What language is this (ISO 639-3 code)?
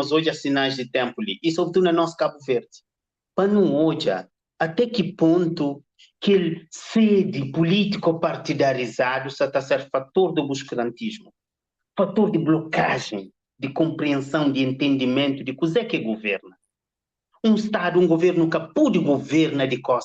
kea